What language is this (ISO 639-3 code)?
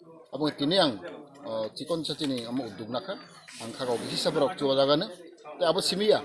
trp